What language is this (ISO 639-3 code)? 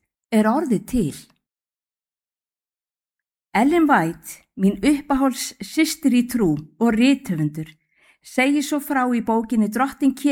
isl